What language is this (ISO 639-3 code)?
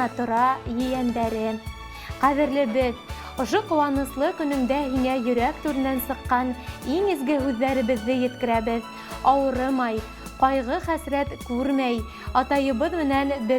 bak